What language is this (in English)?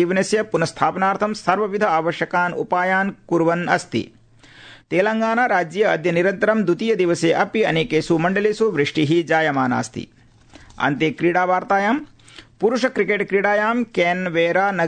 Sanskrit